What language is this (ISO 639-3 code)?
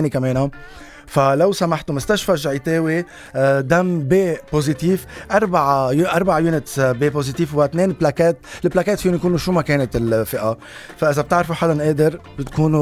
apc